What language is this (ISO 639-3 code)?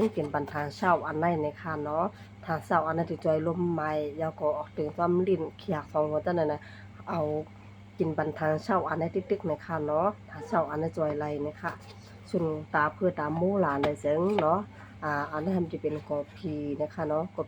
shn